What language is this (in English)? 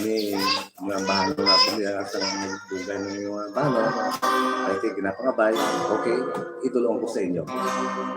Hiligaynon